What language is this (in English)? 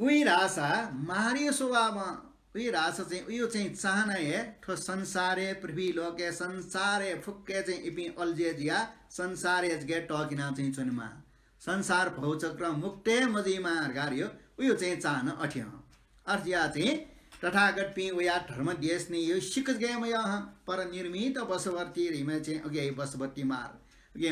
Newari